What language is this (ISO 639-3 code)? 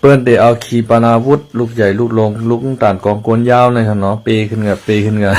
shn